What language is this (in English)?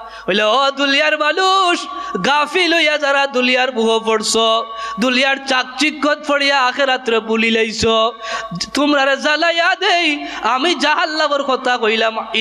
Sylheti